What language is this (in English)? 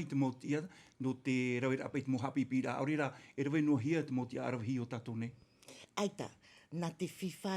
Tahitian